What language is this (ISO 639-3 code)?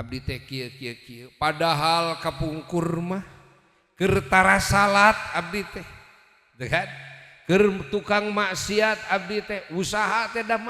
sun